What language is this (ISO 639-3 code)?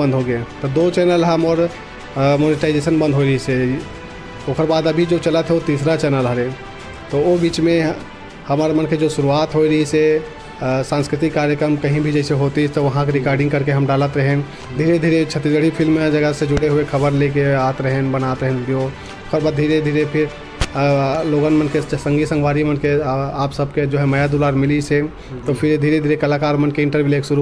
hne